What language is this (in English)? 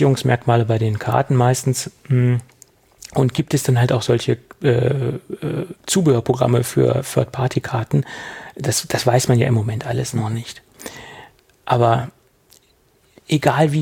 German